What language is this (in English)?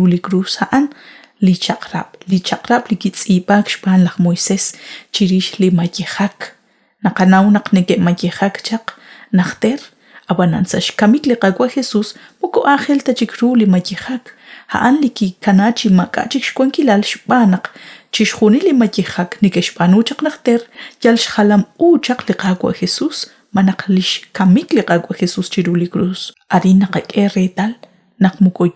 Kekchí